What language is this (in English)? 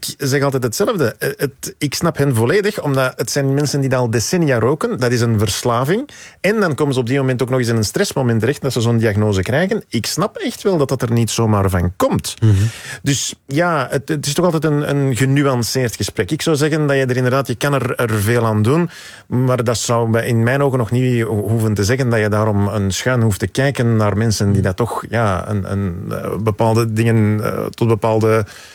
Dutch